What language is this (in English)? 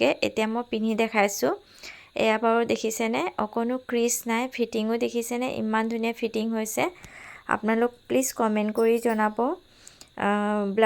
Assamese